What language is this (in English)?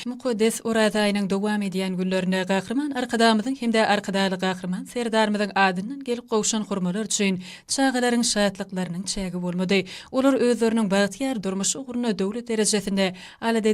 Turkmen